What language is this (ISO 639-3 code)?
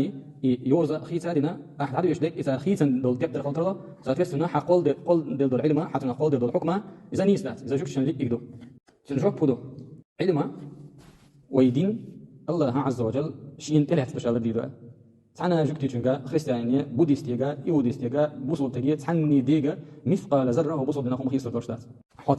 che